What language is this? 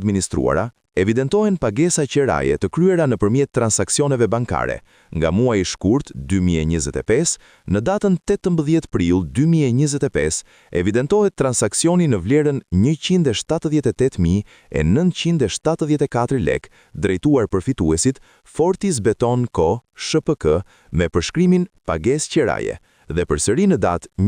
Albanian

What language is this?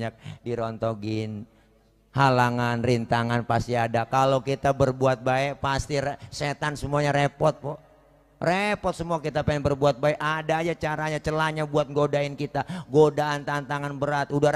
Betawi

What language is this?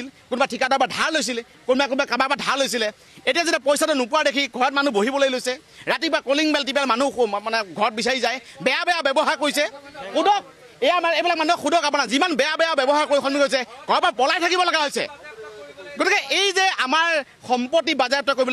Assamese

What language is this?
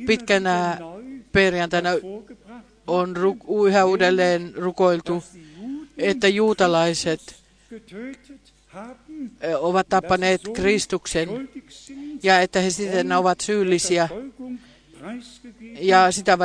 Finnish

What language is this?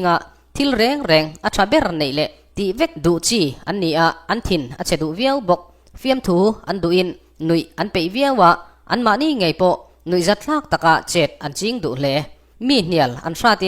Mizo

